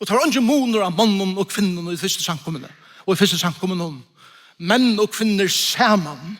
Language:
Faroese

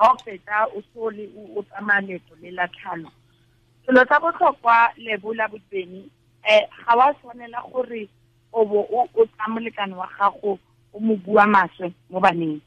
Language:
Tswana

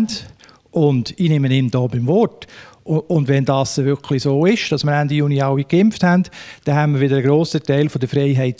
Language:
Swiss German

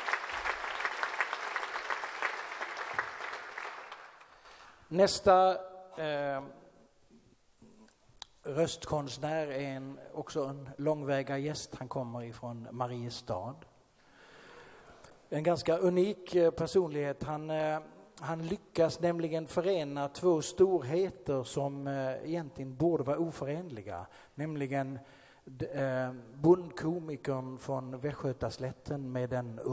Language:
Swedish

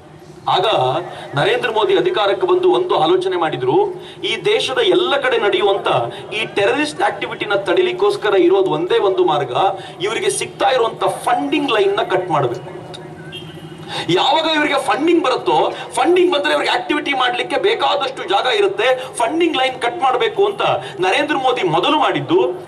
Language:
Kannada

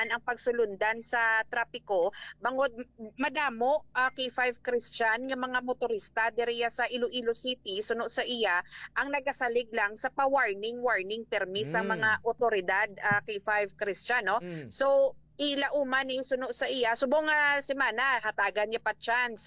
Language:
Hiligaynon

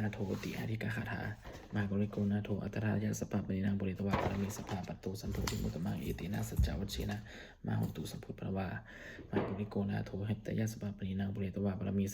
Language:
Pali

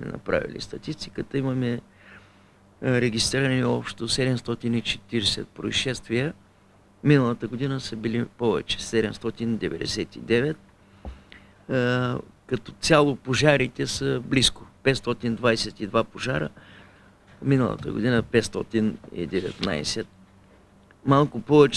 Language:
Bulgarian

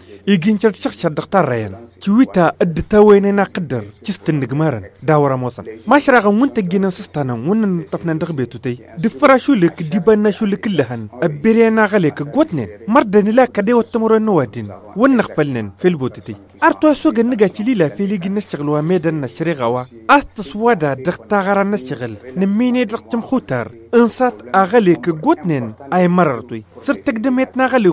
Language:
Tamasheq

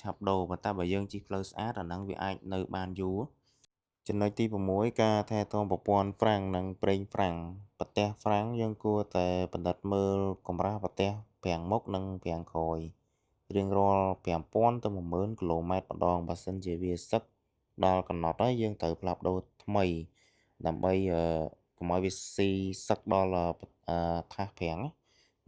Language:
Khmer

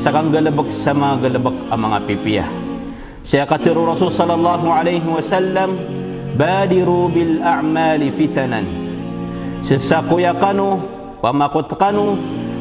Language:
Maranao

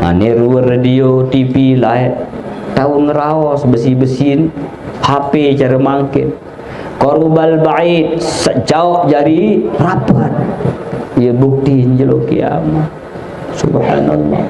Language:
Sasak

